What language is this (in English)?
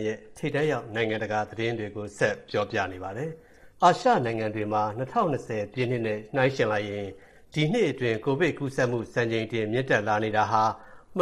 Burmese